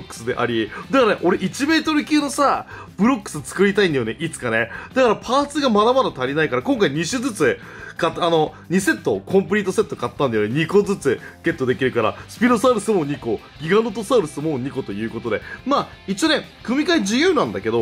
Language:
Japanese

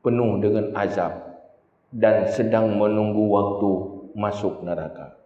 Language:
Achinese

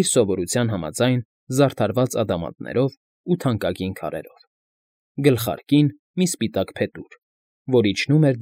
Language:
Armenian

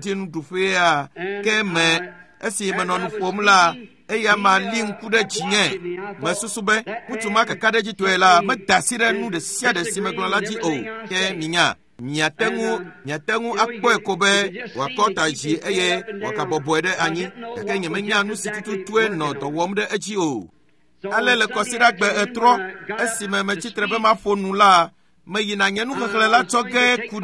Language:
Ewe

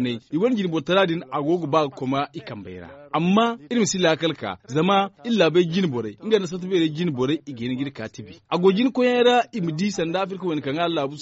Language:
Zarma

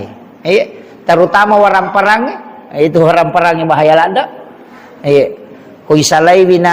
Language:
Buginese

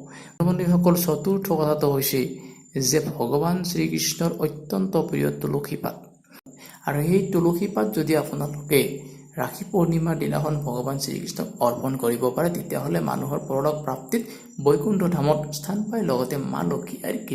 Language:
Assamese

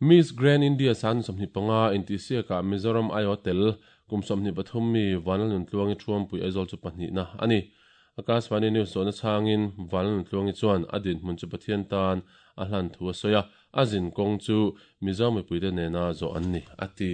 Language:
Mizo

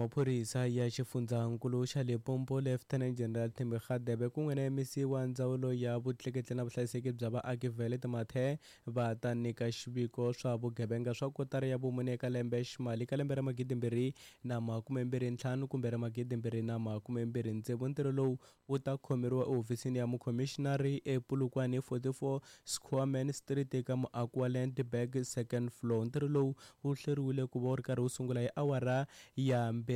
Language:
Tsonga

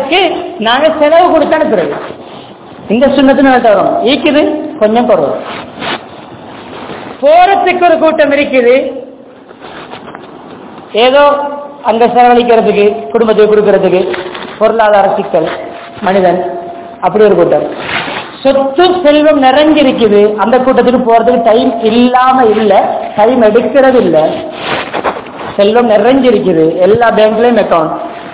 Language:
Tamil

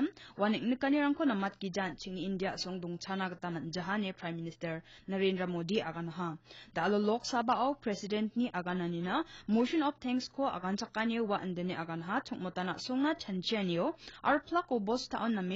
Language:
Garo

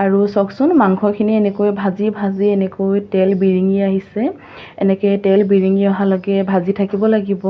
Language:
Assamese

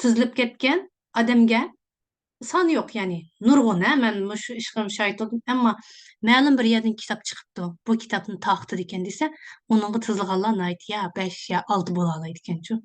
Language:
Uyghur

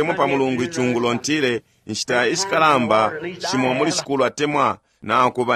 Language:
Bemba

